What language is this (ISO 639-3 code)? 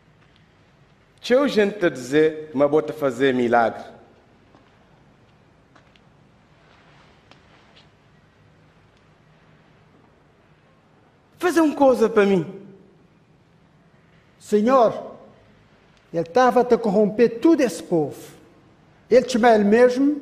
por